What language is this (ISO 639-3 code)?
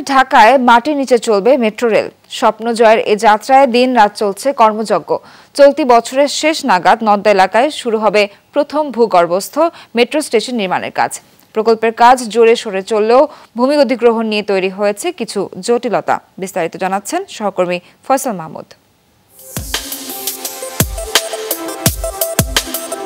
ben